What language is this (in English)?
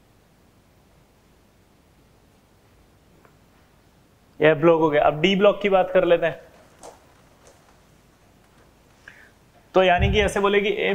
Hindi